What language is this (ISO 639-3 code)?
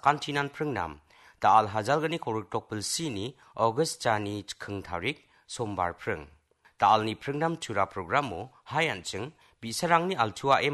grt